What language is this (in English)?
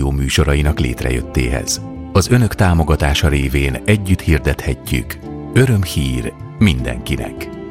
Hungarian